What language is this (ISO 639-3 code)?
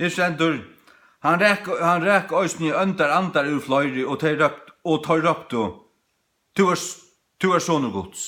fao